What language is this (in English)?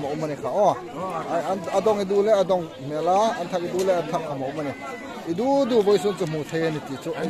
Hmar